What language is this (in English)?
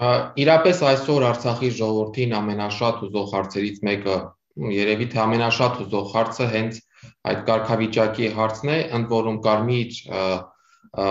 Armenian